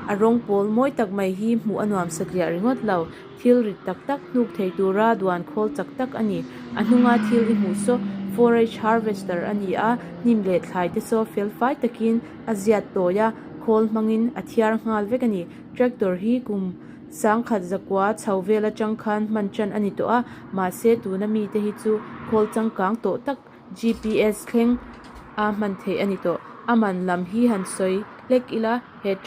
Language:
Mizo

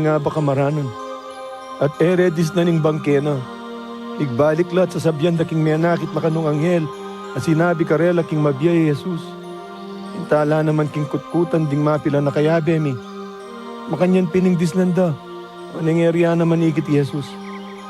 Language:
Pampanga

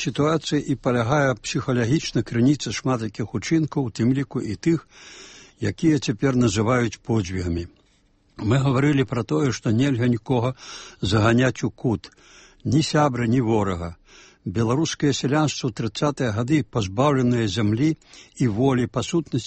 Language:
Belarusian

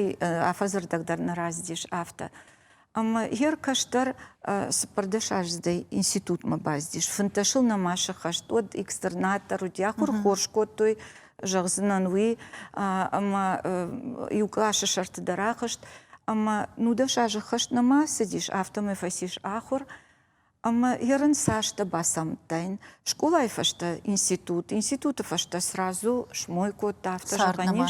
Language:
Ossetic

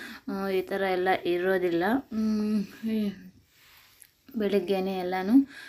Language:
Kannada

